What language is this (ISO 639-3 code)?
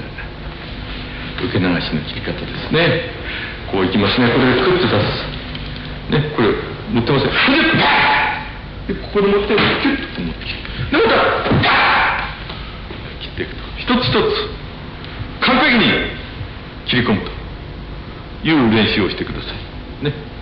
jpn